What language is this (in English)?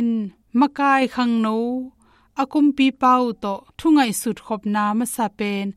Tedim Chin